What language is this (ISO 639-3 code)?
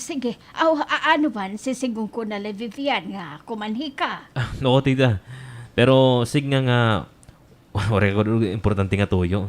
war